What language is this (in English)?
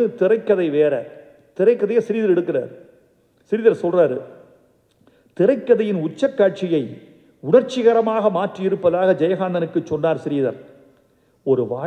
Tamil